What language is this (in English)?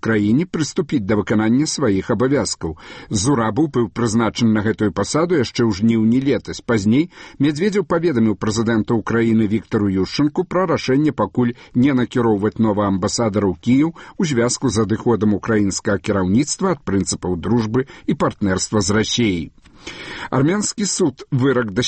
Belarusian